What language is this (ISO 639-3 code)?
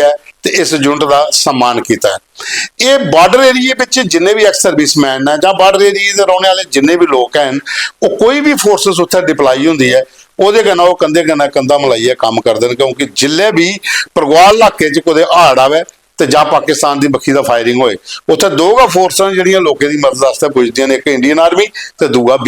doi